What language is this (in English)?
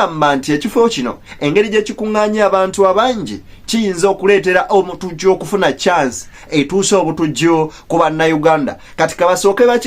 Ganda